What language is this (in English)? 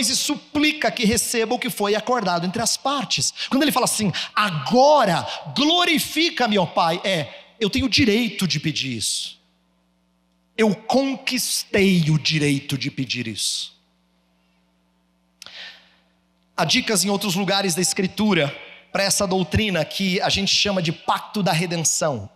Portuguese